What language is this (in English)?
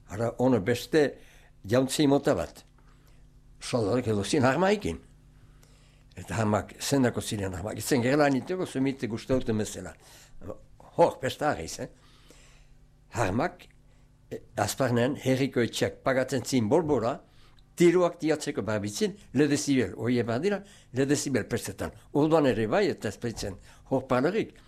Basque